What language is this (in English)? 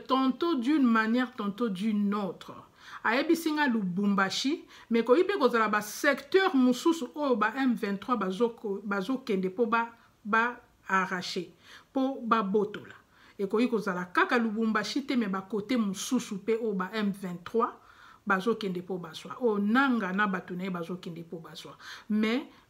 Lingala